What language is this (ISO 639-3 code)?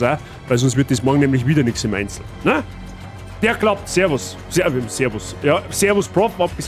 bar